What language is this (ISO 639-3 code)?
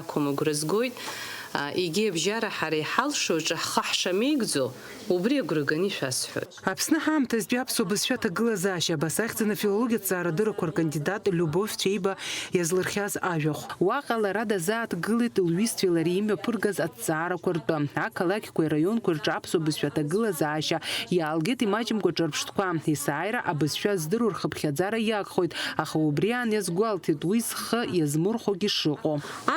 abk